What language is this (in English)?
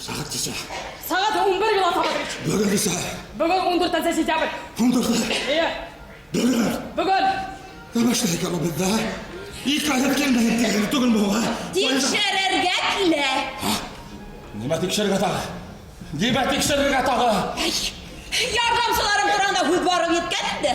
Bashkir